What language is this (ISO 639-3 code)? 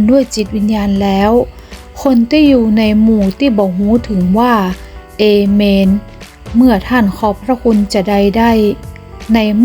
nod